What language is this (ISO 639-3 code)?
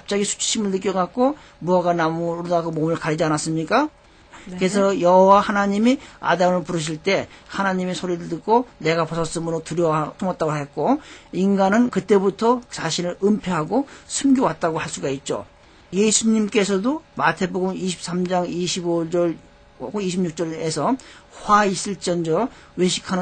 kor